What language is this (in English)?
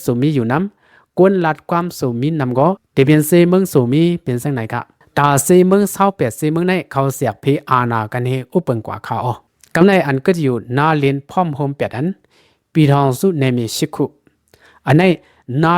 Shan